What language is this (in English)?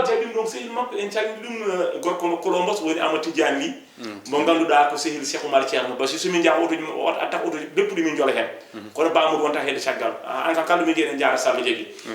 Fula